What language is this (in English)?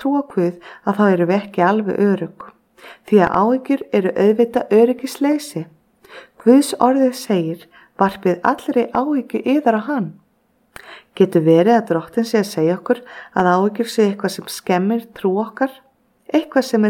Icelandic